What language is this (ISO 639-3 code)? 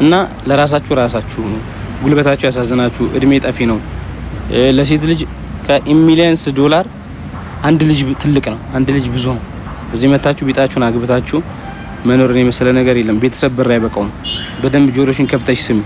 amh